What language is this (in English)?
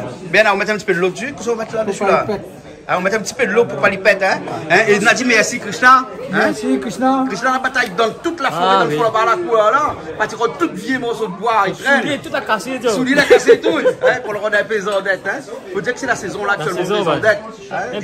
Réunion Creole French